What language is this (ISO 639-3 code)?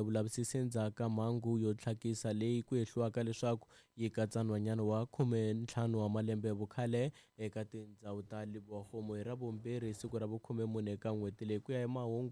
tso